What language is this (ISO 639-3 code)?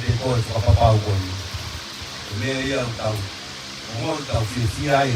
ton